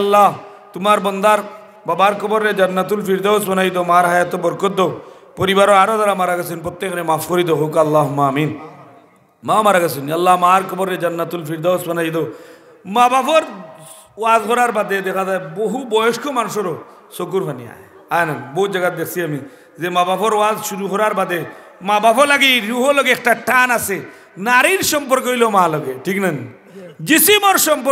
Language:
Sylheti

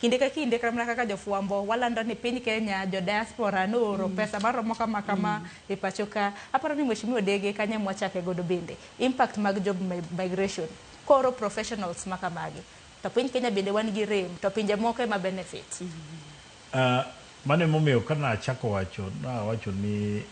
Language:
Luo (Kenya and Tanzania)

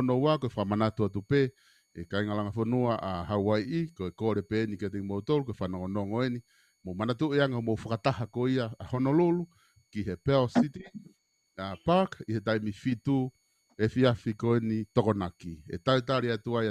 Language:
Tongan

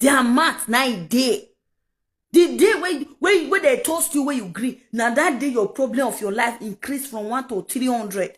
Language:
Nigerian Pidgin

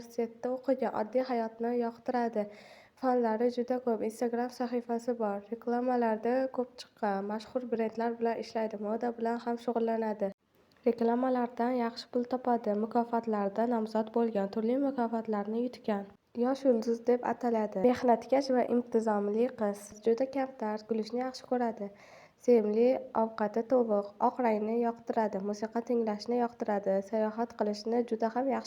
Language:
Uzbek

